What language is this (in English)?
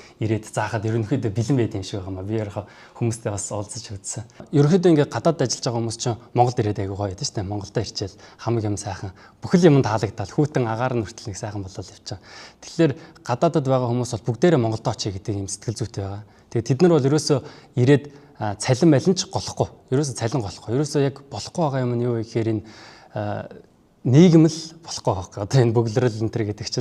Mongolian